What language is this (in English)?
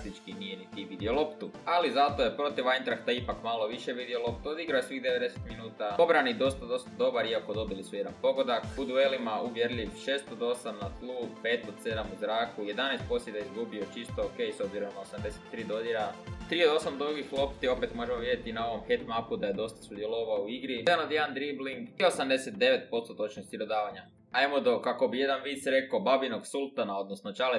Croatian